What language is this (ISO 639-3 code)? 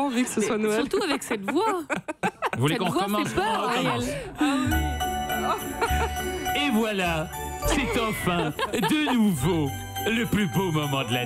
fra